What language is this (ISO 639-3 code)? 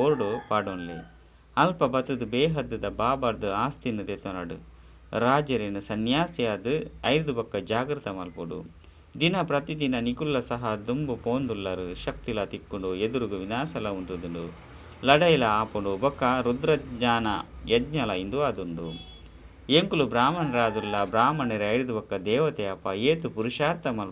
tcy